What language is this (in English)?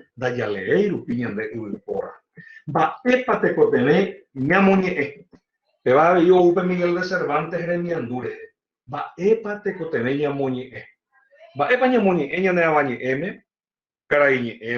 Guarani